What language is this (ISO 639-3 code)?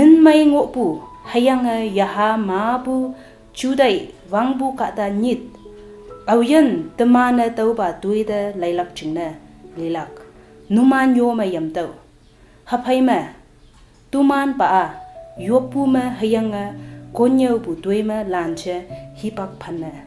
nbe